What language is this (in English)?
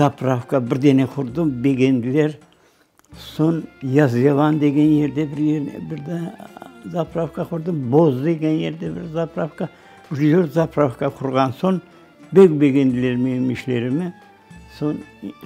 Crimean Tatar